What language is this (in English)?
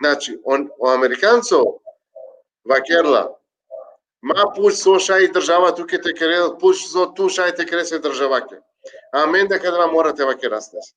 Balkan Romani